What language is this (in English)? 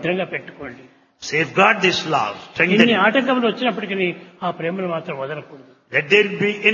Telugu